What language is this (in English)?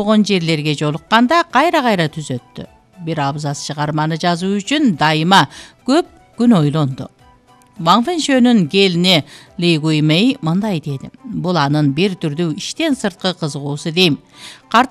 Kyrgyz